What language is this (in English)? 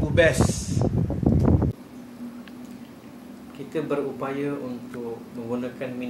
Malay